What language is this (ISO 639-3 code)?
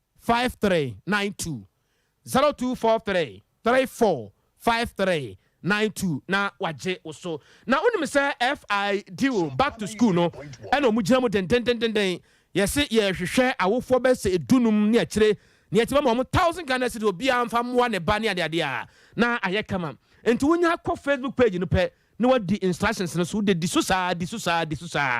aka